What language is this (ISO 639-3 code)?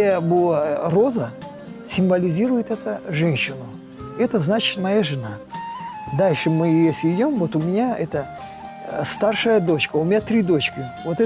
crh